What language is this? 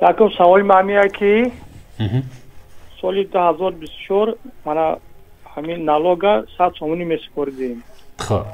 Tajik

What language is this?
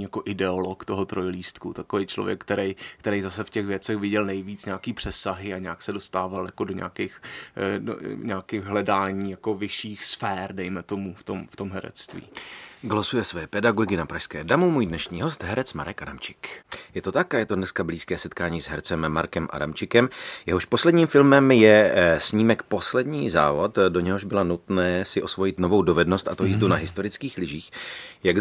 Czech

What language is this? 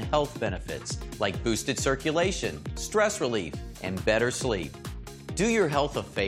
English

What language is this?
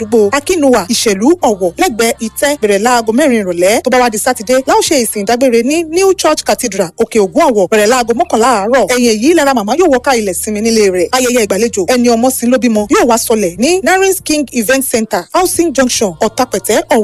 Yoruba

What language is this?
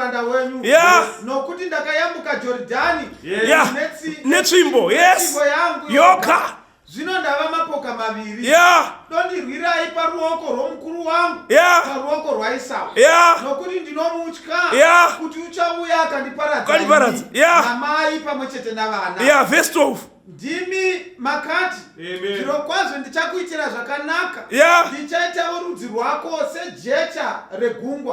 Shona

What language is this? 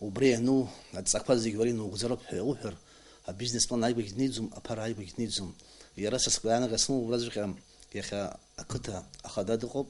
Abkhazian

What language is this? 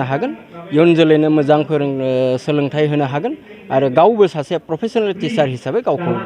Bodo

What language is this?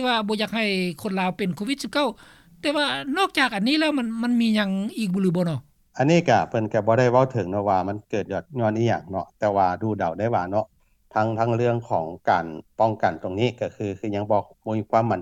Lao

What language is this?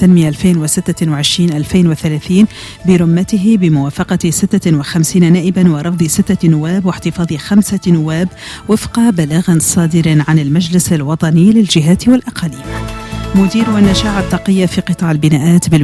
Arabic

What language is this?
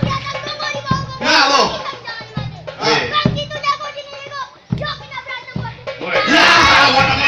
Betawi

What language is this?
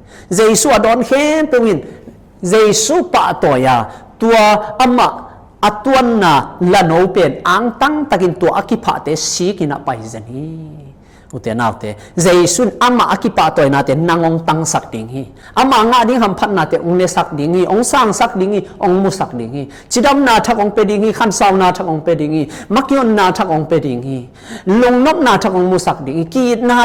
Tedim Chin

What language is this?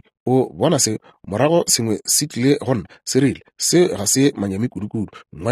Northern Sotho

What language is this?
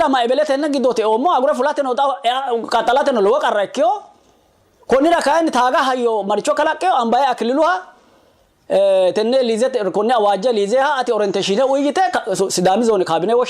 Sidamo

